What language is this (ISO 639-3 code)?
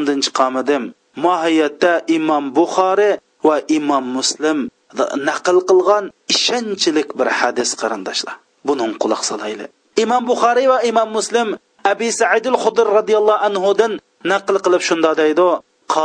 uig